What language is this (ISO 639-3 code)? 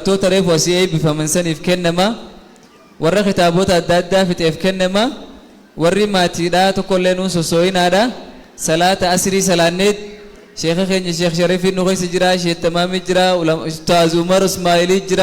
orm